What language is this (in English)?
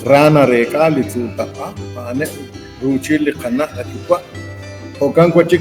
Kekchí